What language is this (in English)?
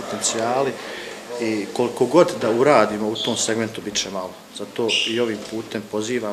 Bosnian